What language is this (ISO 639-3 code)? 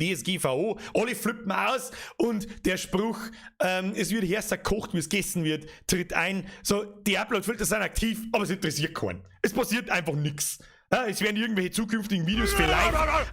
bar